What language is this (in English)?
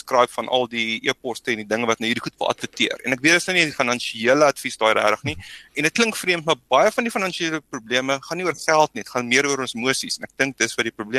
Afrikaans